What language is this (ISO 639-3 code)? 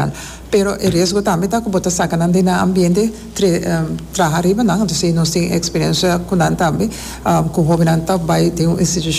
pap